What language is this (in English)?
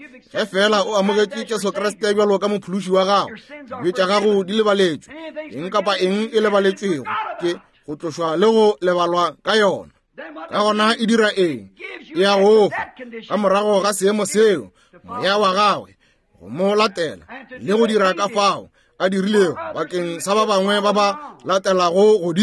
Northern Sotho